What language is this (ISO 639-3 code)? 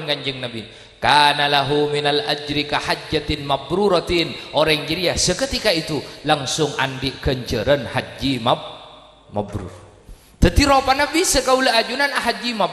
mad